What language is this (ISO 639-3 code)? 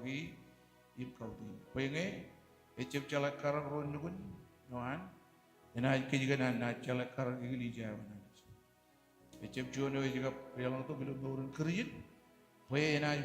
mah